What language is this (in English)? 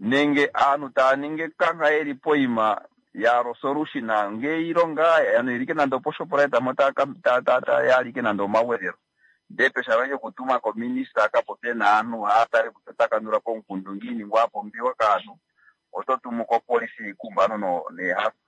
Kuanyama